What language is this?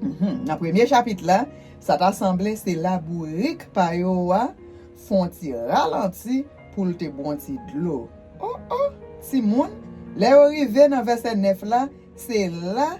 Haitian Creole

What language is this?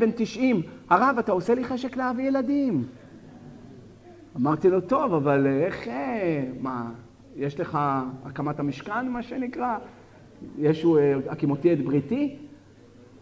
Hebrew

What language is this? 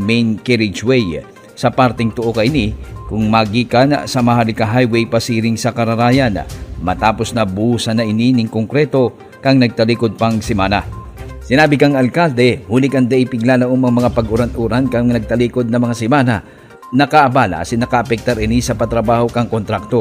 Bikol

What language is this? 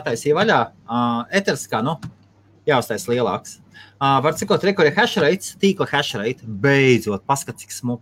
Latvian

